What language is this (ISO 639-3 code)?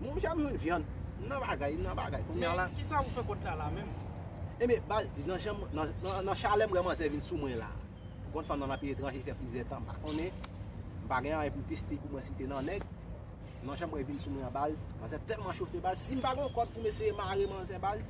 hat